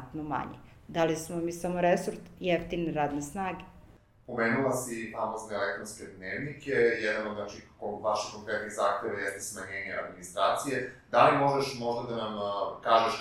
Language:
Serbian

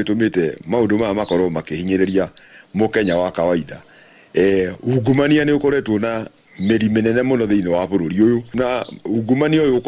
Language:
Kikuyu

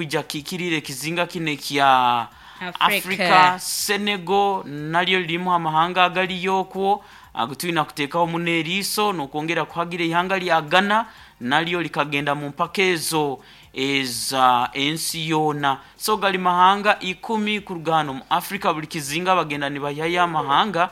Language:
Nyankole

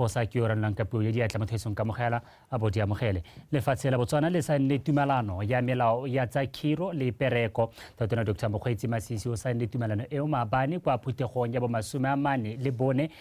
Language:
Tswana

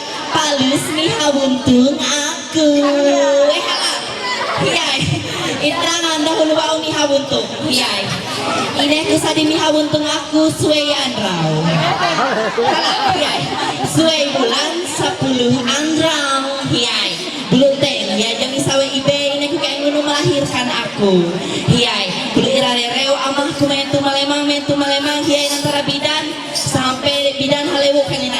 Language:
Ma'anyan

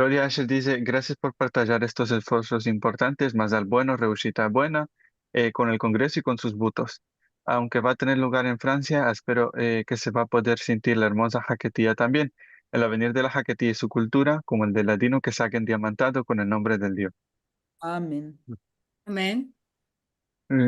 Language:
Ladino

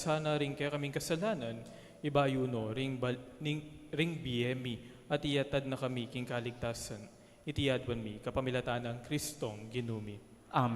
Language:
Pampanga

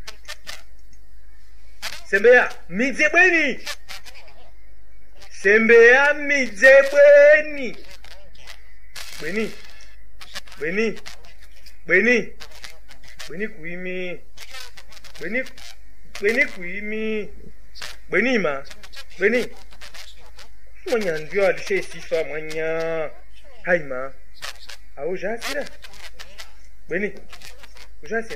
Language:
Swahili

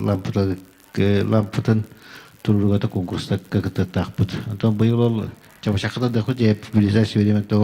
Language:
Yakut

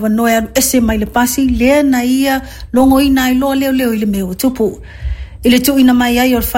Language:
Samoan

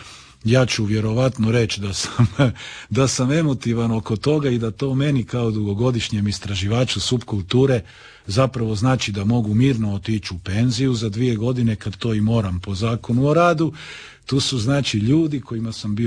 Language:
Croatian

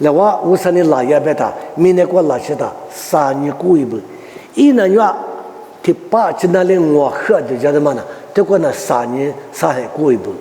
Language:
Lisu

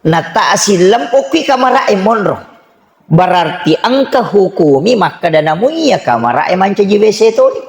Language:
Buginese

